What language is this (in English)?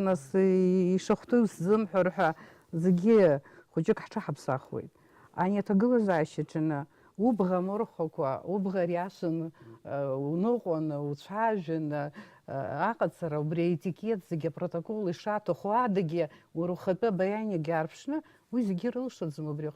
Abkhazian